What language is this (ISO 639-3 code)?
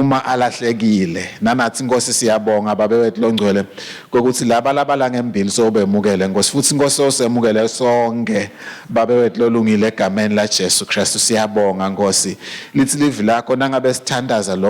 ssw